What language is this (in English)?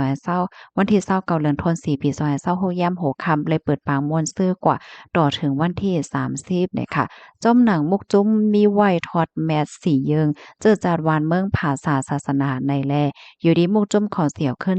Shan